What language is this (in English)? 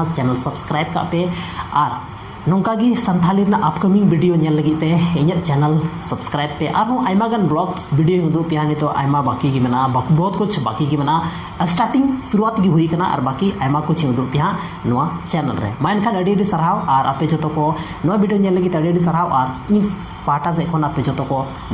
Santali